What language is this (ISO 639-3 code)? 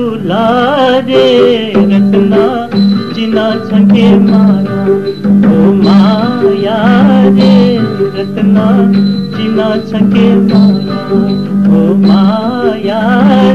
new